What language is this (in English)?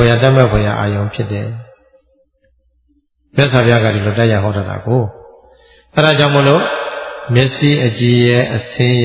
Burmese